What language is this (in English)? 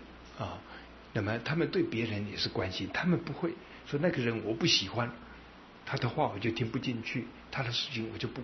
Chinese